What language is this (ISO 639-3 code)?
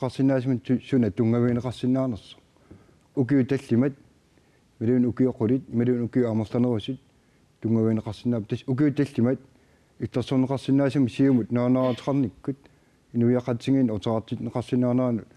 kal